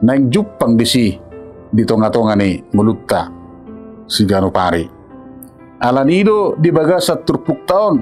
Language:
Batak Toba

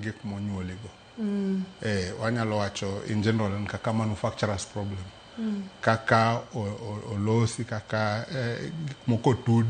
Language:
Luo (Kenya and Tanzania)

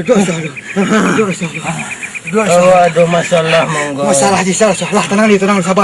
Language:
Minangkabau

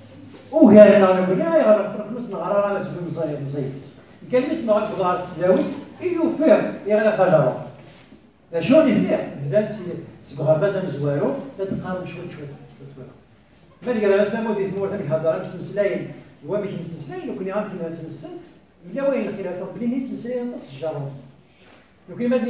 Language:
Kabyle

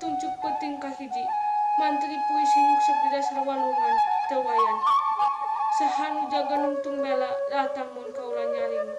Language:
Sundanese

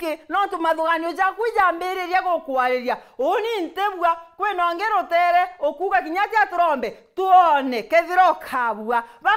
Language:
Meru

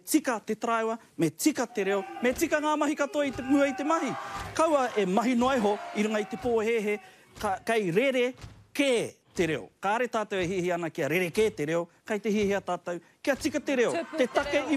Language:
Māori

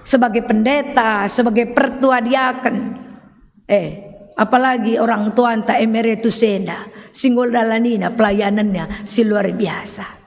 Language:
Batak Karo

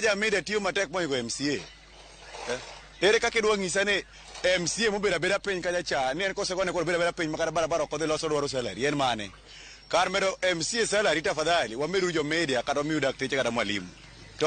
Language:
Luo (Kenya and Tanzania)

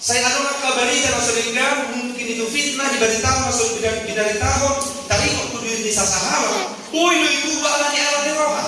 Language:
Batak Toba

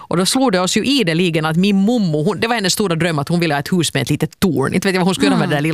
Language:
Swedish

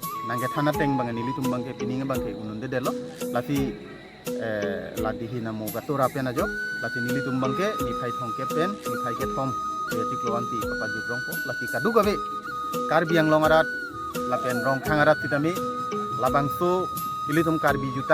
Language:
Karbi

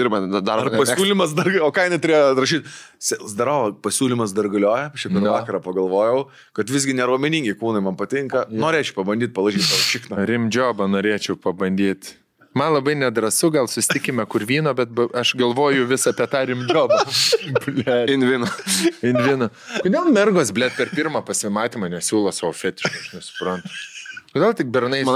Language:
Lithuanian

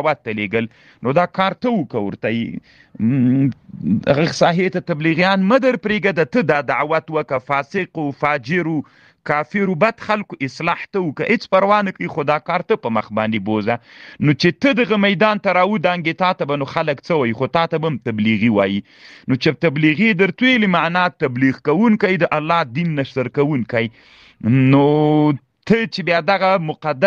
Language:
Pashto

